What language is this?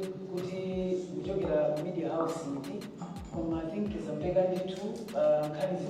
Nyanja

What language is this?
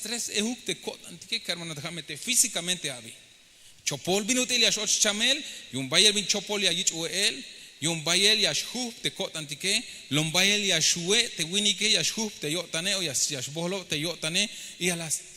Tzeltal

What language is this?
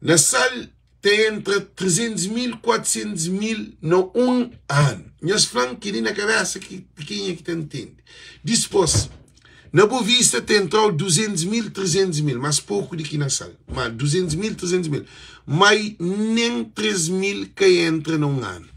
Kabuverdianu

